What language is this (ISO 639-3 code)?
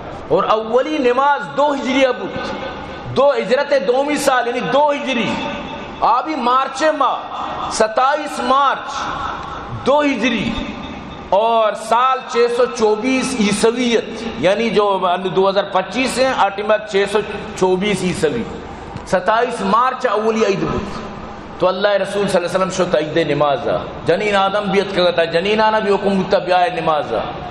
bal